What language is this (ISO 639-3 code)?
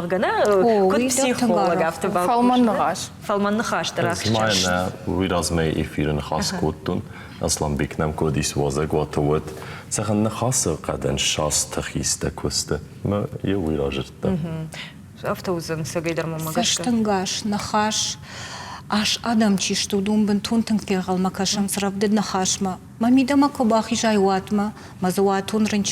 oss